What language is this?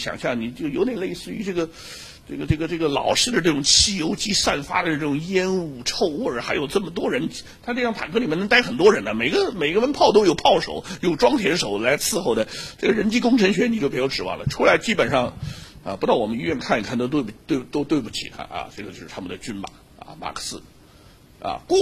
Chinese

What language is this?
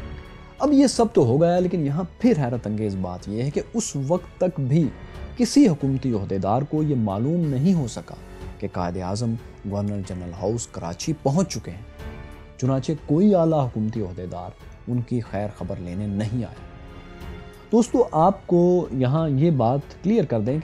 Urdu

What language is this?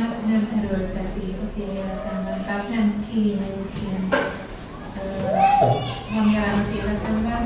Hungarian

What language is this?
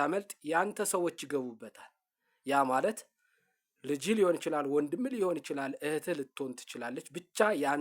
Amharic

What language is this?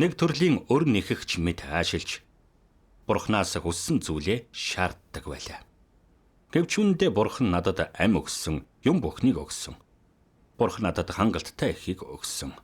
Mongolian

